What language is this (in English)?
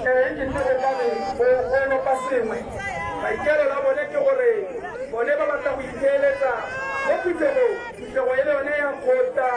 Tswana